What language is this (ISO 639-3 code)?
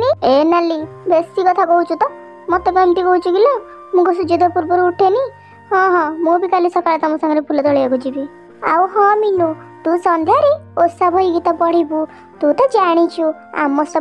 ori